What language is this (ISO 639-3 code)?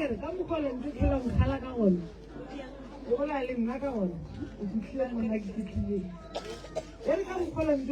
nso